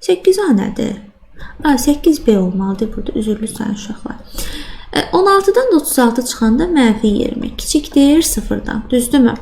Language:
Azerbaijani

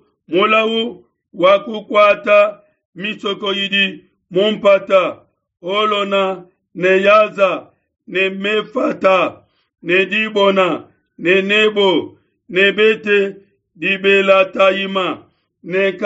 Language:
Luba-Lulua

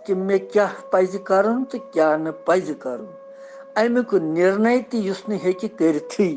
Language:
Kashmiri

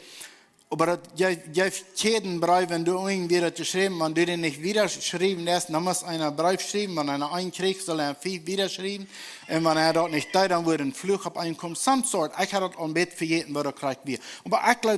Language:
Plautdietsch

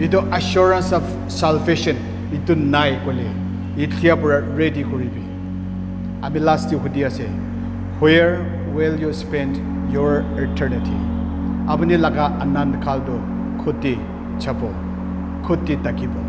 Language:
Naga Pidgin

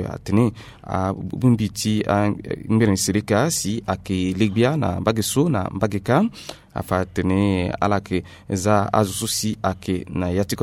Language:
Sango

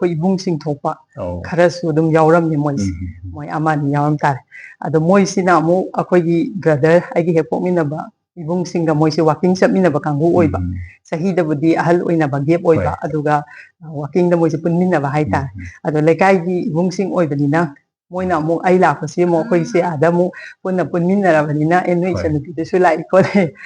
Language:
Manipuri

